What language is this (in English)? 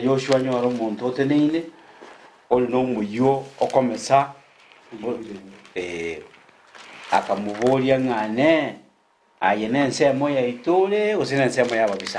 Gusii